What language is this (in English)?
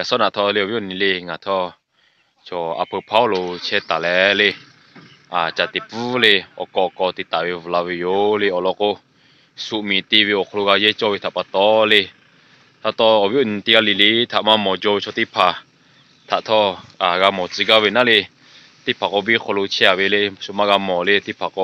Lahu